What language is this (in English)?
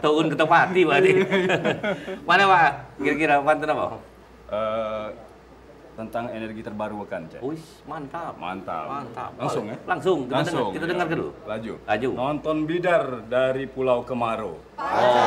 Musi